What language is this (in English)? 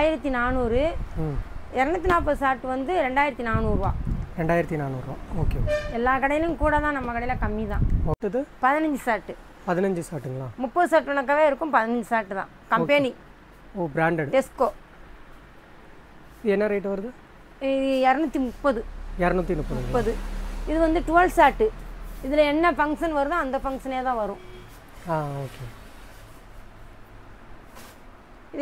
Tamil